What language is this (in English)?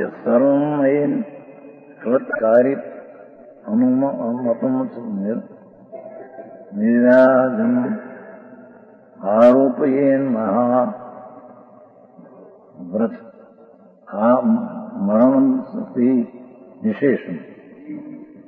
Gujarati